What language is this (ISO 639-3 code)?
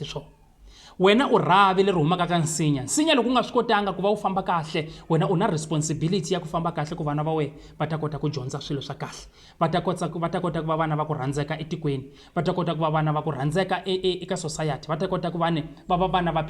tso